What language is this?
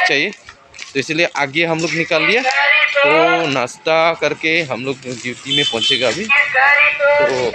Karbi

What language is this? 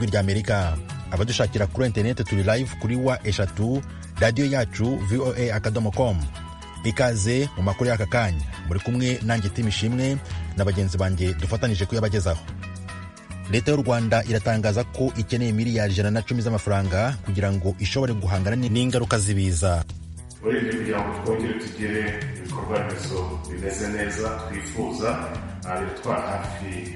Kinyarwanda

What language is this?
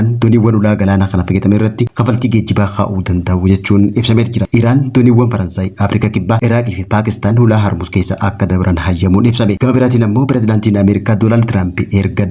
Oromo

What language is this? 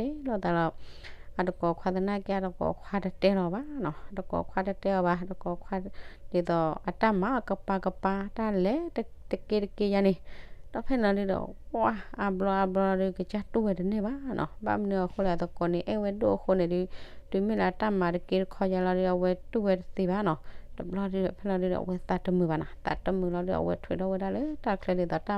S'gaw Karen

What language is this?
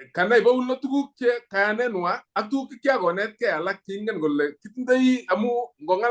Kalenjin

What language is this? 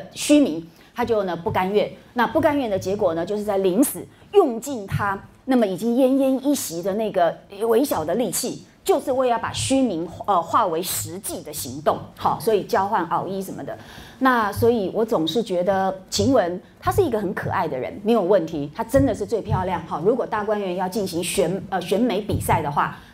Chinese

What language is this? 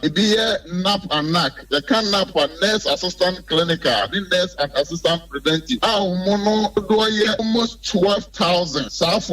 Akan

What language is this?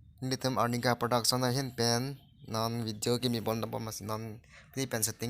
Karbi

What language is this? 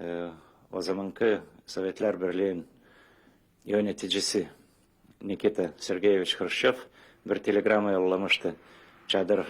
Gagauz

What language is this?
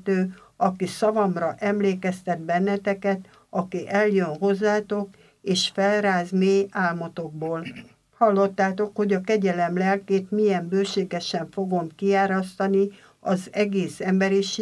Hungarian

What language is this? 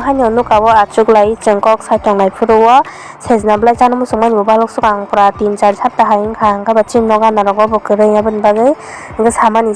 Kok Borok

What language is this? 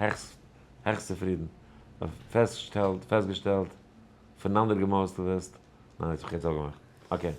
Yiddish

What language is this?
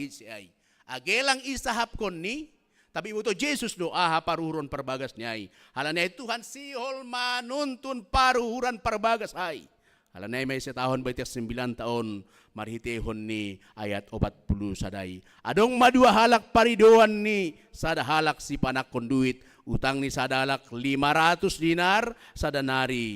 Batak Simalungun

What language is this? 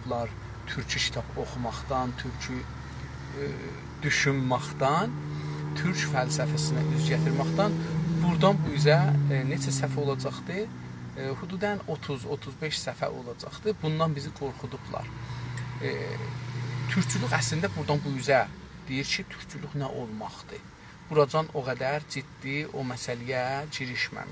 South Azerbaijani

